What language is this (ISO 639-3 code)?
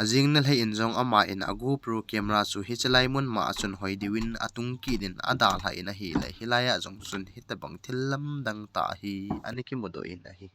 tcz